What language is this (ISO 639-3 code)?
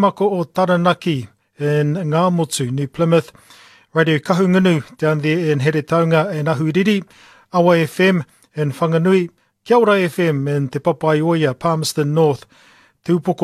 mri